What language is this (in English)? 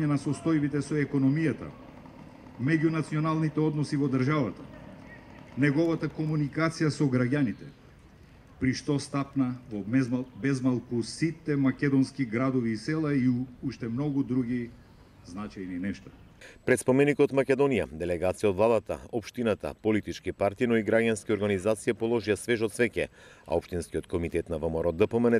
Macedonian